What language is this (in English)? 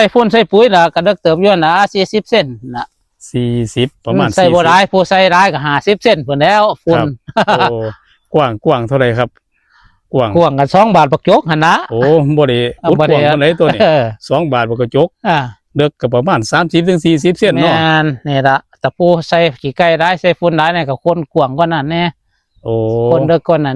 Northeastern Thai